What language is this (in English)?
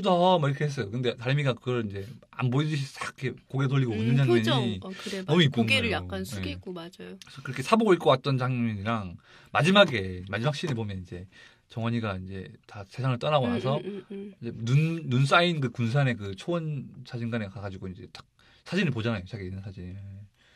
Korean